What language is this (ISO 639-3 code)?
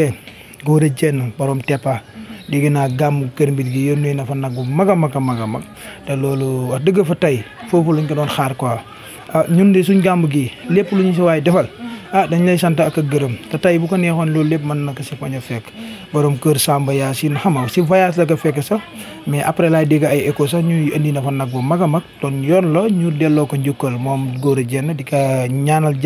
wol